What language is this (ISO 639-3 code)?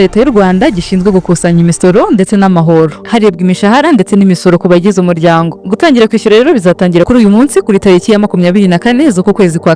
kin